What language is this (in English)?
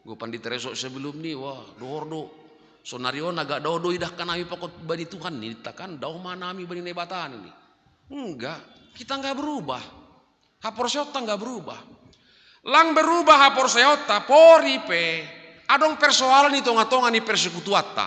Batak Simalungun